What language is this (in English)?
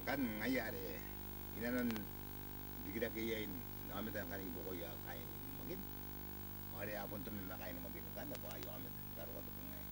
Gilbertese